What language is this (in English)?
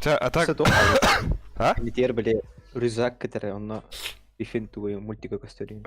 Yakut